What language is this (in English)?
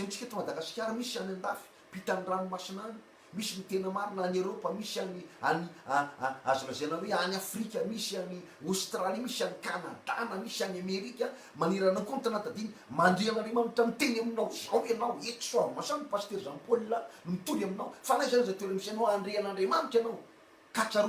Malagasy